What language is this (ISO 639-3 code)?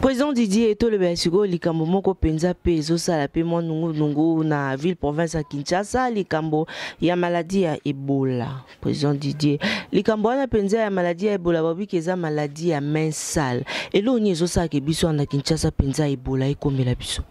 lin